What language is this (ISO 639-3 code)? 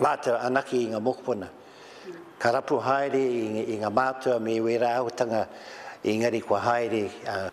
mri